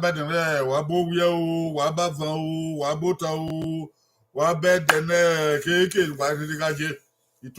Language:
Bini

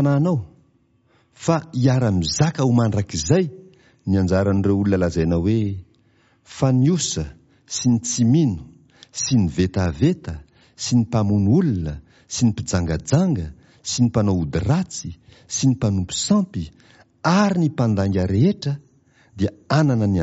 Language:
Malagasy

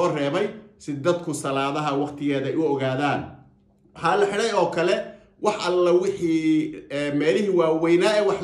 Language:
Somali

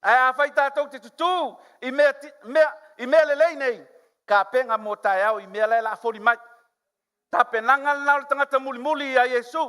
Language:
Samoan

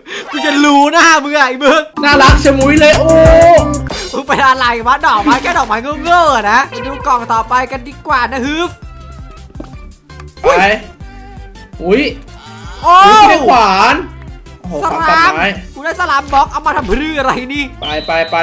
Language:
Thai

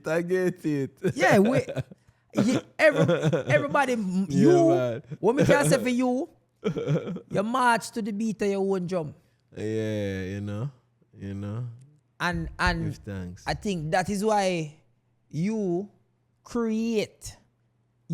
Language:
Jamaican Creole English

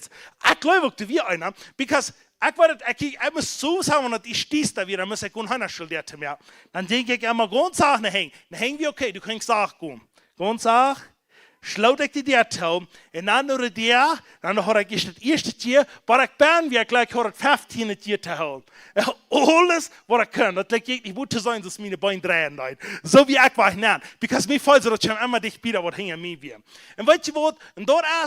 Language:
Plautdietsch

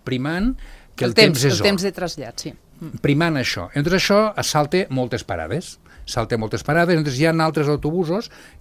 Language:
Catalan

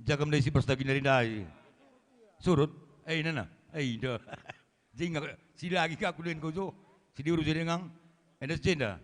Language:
Batak Karo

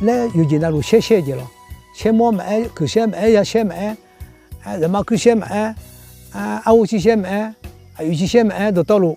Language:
Akha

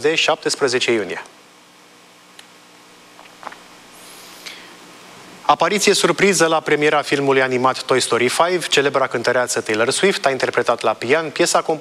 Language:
Romanian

